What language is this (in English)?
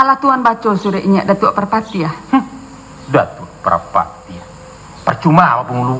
Minangkabau